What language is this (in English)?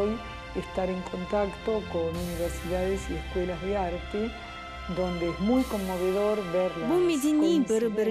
Crimean Tatar